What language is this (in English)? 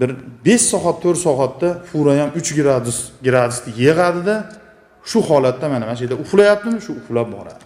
Uzbek